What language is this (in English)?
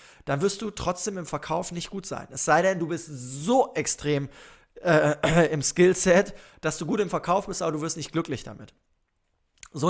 German